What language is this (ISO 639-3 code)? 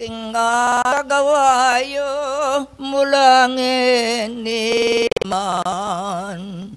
pam